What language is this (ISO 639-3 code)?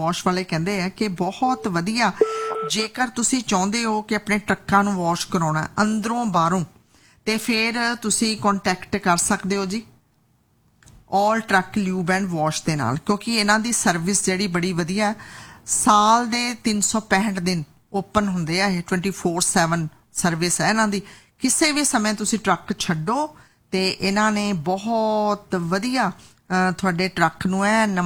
pan